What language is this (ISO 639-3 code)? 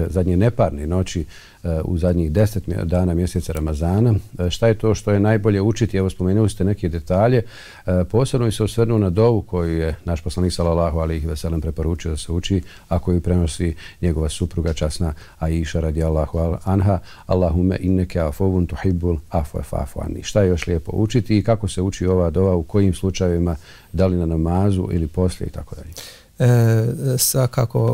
bos